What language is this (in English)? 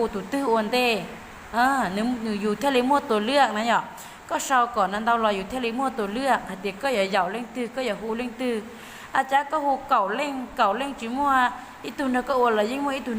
Hmong